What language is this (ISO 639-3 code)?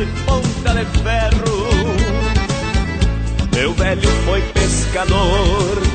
por